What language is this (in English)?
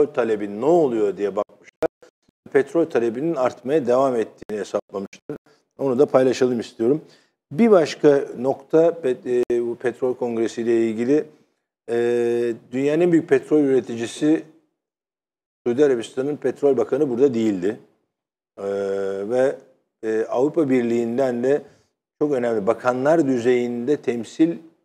Turkish